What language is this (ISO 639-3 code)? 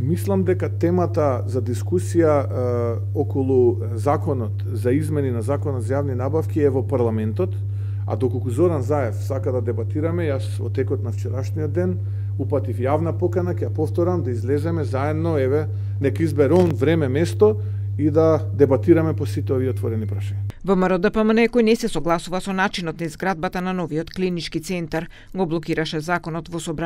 mkd